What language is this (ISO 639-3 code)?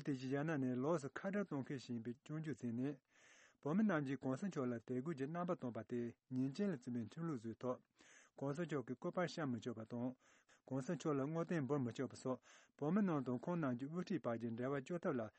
bod